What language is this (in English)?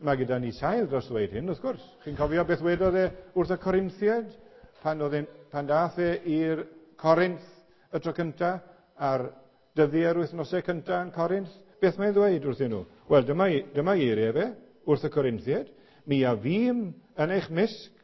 Welsh